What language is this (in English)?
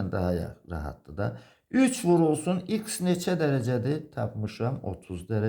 Azerbaijani